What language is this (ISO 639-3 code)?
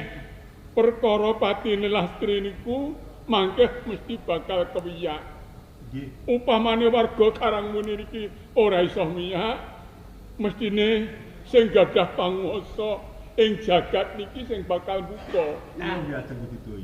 jav